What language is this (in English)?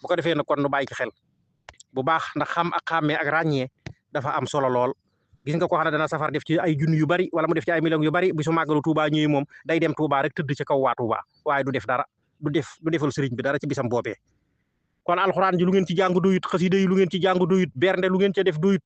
Wolof